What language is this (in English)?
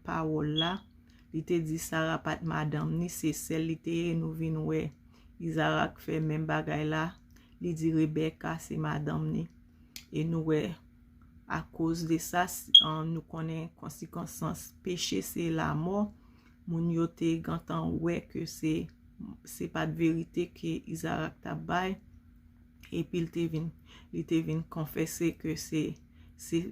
Haitian Creole